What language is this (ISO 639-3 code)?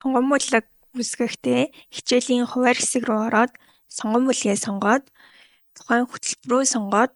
mon